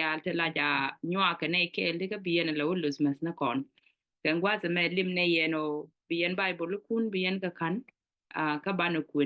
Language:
Nuer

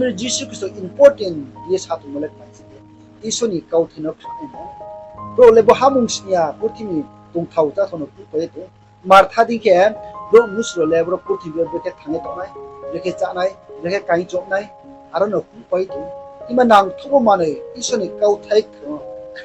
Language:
Riang (India)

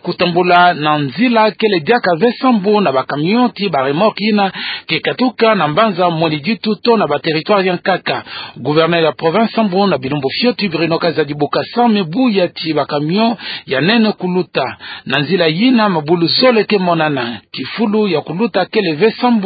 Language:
Kituba (Democratic Republic of Congo)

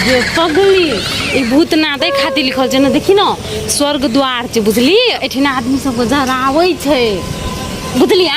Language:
Maithili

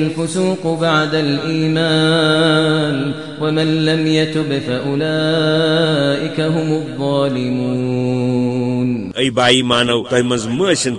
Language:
Kashmiri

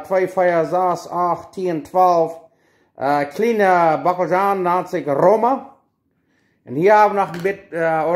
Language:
Plautdietsch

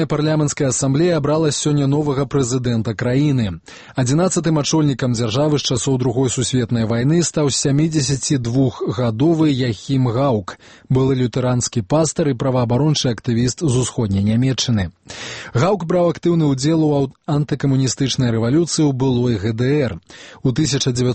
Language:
Belarusian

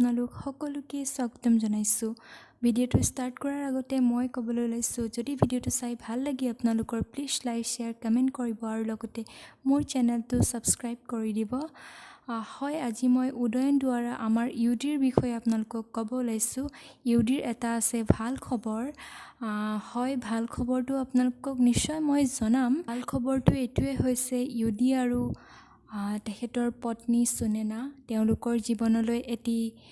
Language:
Assamese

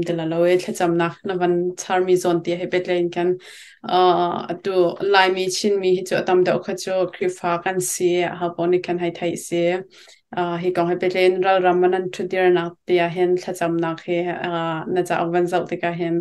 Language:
Hakha Chin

